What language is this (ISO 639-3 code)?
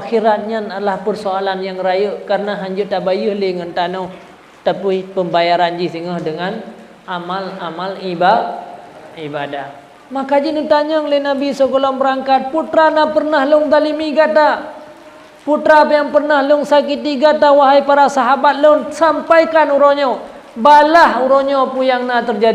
ace